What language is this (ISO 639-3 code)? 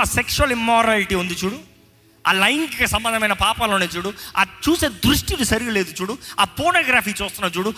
tel